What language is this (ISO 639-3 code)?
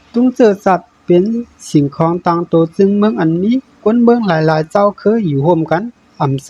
shn